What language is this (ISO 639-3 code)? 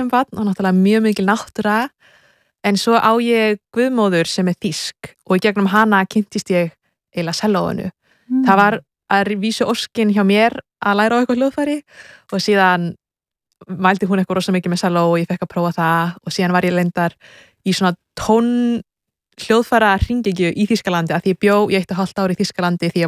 isl